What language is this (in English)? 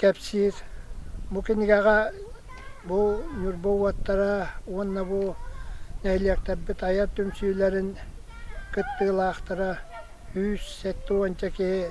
Yakut